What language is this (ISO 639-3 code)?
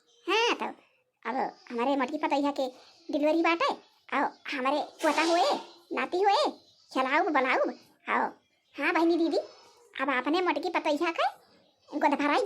awa